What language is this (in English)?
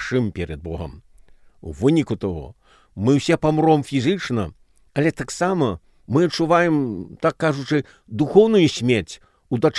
Belarusian